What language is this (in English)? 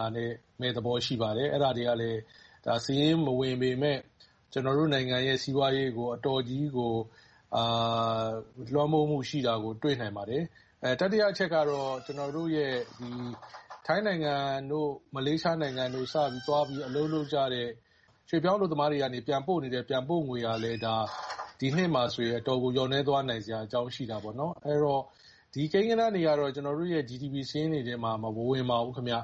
Burmese